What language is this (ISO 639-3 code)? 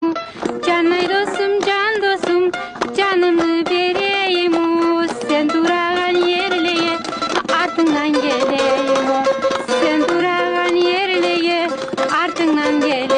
kum